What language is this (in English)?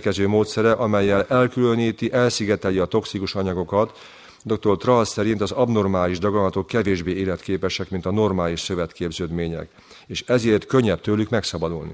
Hungarian